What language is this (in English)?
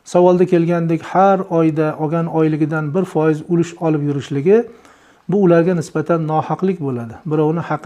Uzbek